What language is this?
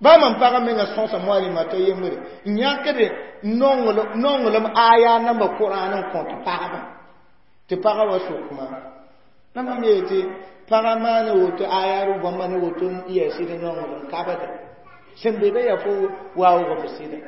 Mossi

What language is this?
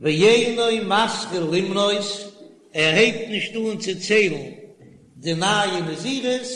Yiddish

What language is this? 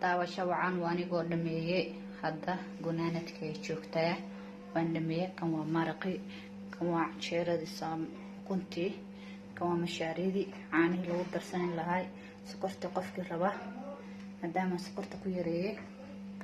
Somali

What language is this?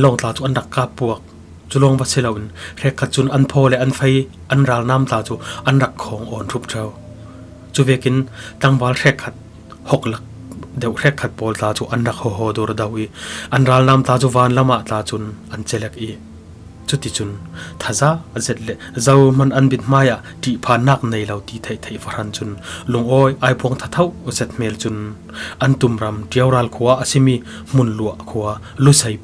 Falam Chin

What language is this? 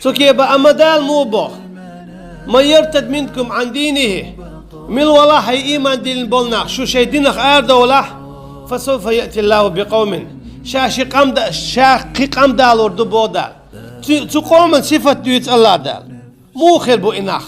Chechen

